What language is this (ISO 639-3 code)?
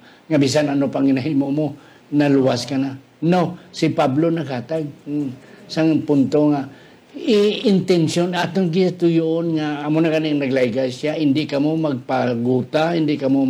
hil